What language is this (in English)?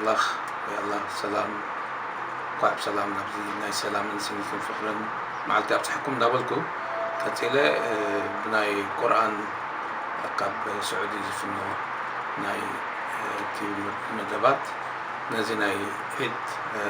Tigrinya